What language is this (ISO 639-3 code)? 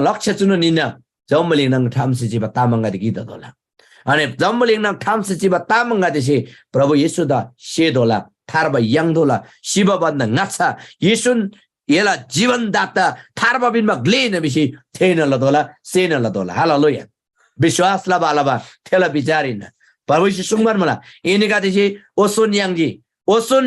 taj